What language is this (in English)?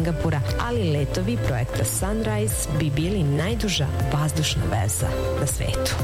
Serbian